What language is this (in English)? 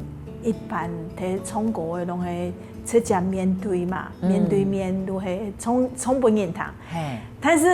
Hakka Chinese